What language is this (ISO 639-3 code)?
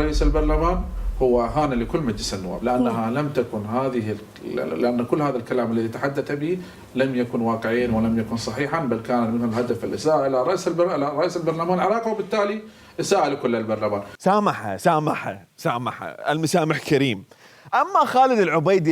acm